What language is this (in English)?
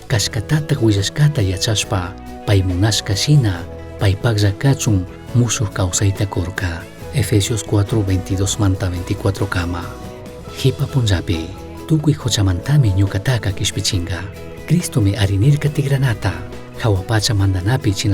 Chimborazo Highland Quichua